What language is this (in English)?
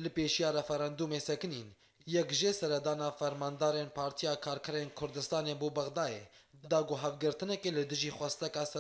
Kurdish